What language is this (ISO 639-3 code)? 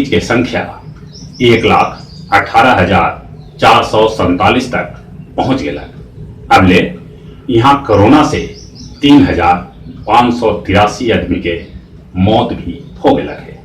mag